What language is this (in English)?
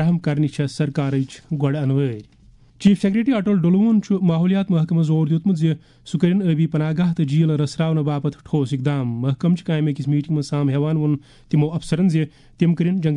Kashmiri